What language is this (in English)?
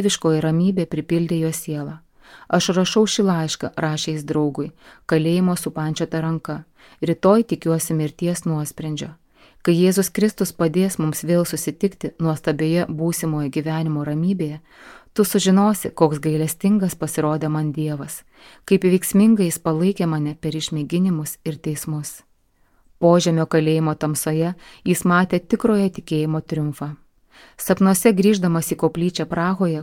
Lithuanian